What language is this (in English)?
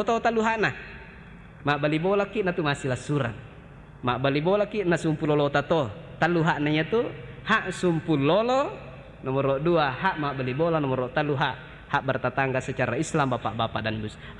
Buginese